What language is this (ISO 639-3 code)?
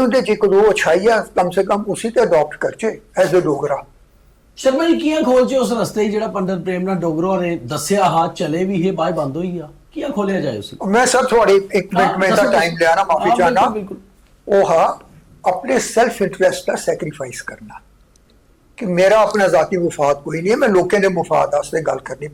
doi